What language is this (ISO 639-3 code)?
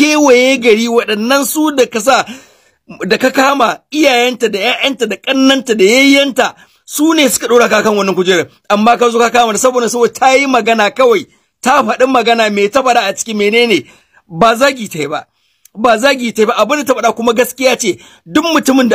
hau